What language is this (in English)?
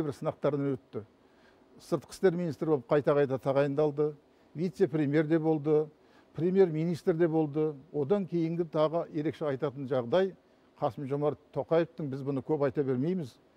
Kazakh